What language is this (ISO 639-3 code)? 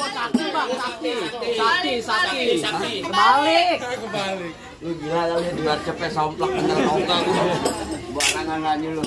bew